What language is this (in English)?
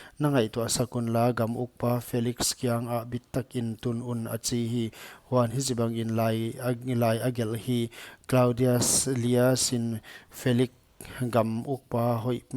Paite Chin